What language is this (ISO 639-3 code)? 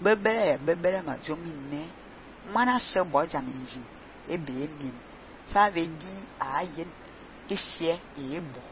fan